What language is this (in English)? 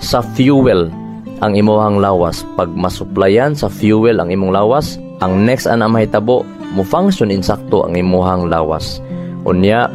Cebuano